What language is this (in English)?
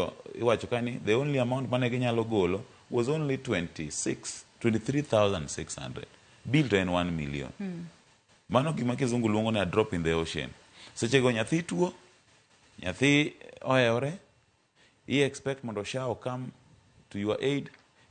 Luo (Kenya and Tanzania)